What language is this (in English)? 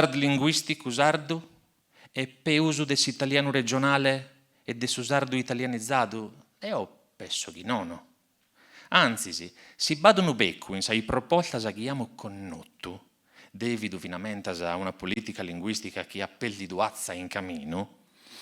Sardinian